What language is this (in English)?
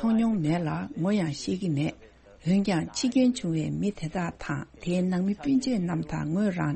Tibetan